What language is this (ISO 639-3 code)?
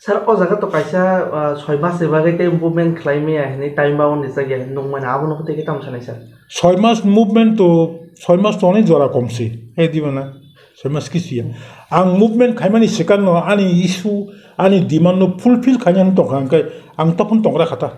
trp